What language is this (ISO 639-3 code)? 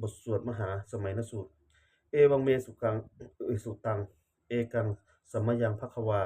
pli